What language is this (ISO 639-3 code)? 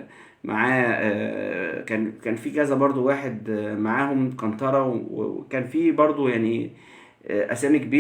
arz